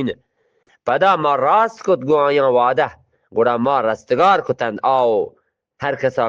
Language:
Eastern Balochi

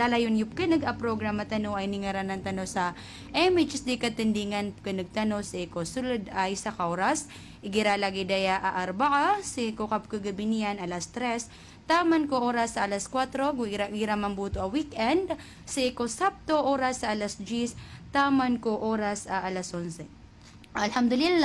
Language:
Maranao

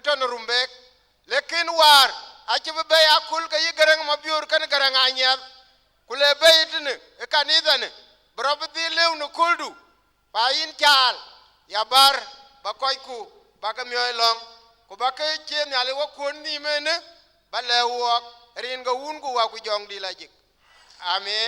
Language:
Dinka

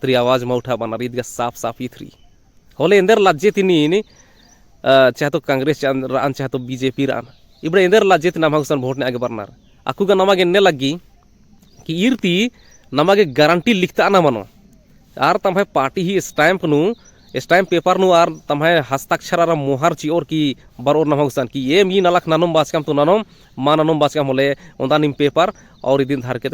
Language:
Kurukh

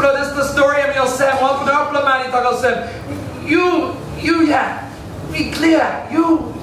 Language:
Tok Pisin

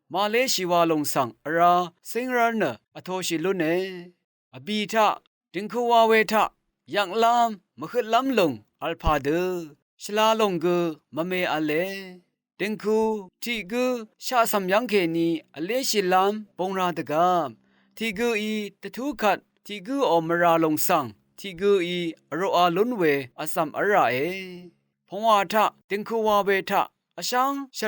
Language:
Rawang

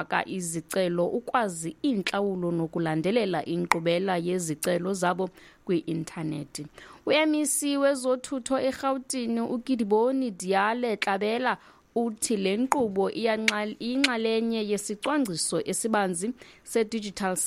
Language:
Xhosa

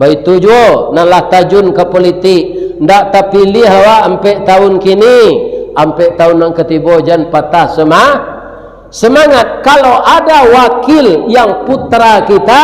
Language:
Minangkabau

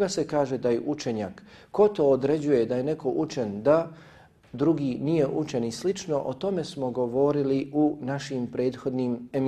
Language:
Bosnian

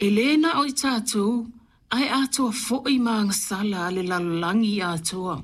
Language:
Samoan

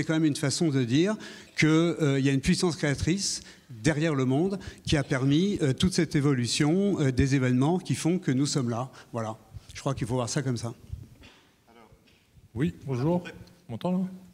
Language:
French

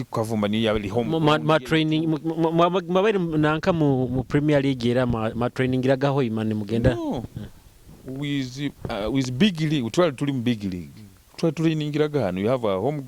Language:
Nyoro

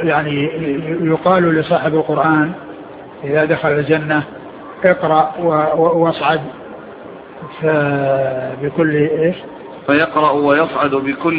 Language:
Arabic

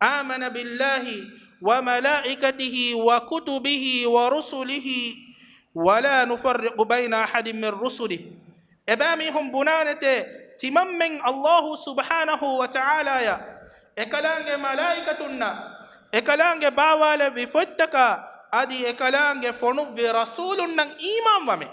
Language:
Divehi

